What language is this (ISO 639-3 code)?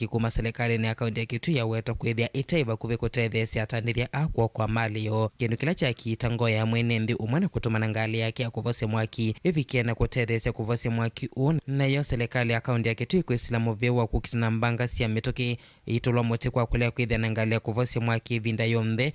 kam